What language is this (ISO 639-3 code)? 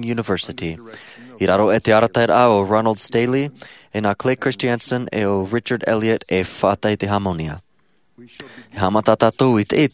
tah